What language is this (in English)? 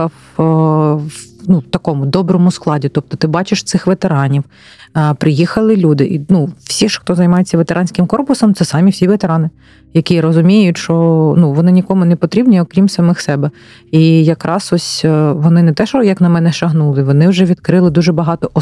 Ukrainian